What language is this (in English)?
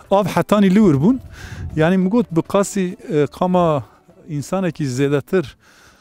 Kurdish